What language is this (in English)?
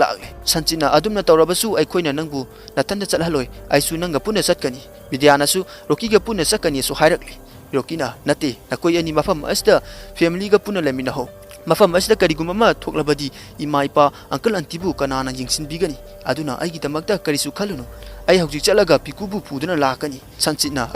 Manipuri